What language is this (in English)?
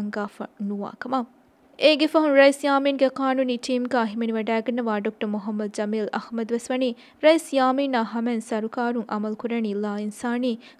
Divehi